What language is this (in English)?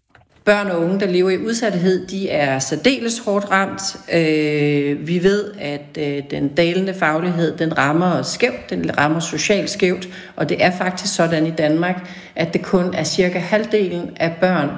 Danish